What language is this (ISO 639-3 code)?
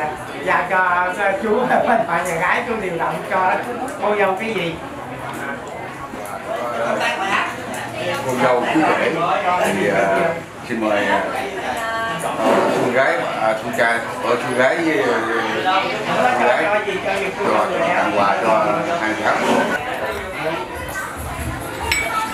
vie